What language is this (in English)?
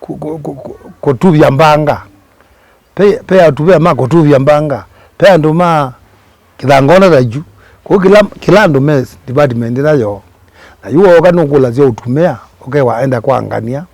Kamba